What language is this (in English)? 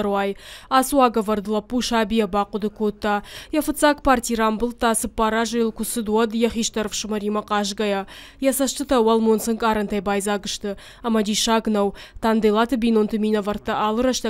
Ossetic